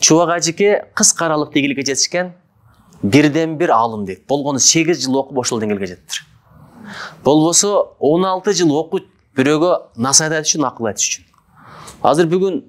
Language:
Kyrgyz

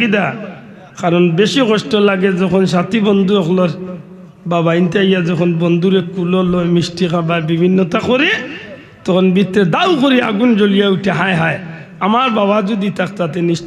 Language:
Sylheti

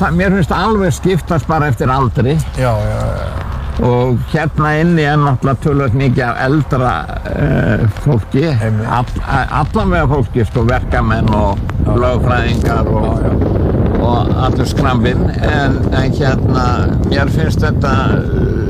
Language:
Icelandic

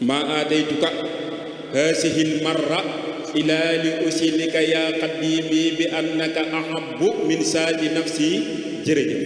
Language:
Wolof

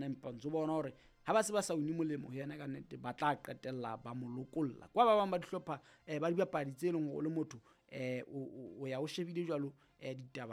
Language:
Southern Sotho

